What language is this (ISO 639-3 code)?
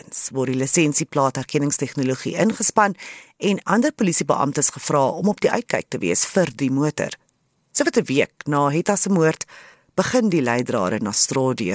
afr